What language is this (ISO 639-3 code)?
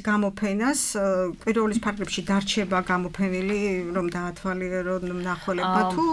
kat